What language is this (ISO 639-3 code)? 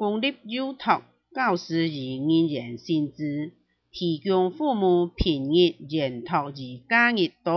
hak